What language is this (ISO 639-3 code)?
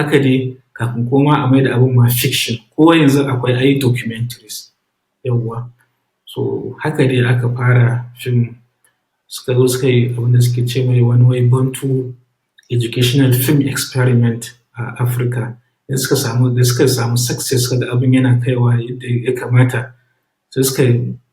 hau